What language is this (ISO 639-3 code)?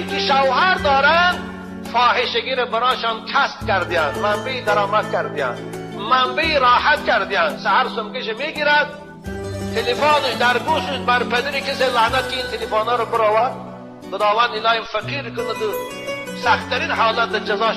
tgk